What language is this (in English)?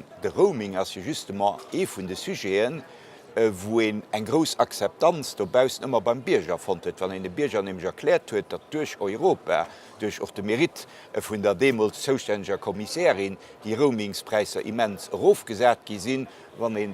Luxembourgish